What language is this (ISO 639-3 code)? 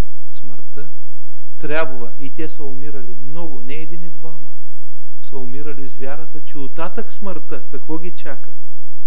bul